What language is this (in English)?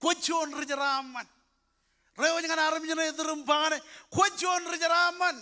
Marshallese